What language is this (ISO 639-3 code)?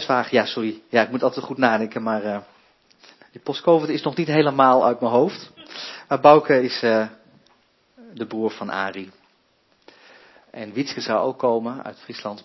nld